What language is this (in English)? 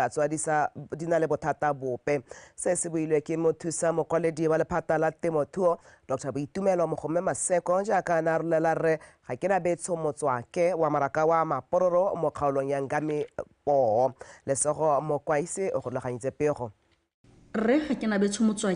Tswana